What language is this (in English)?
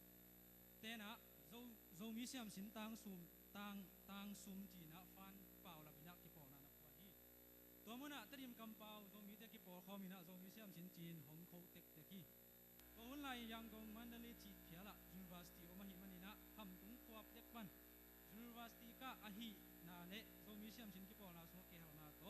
Tedim Chin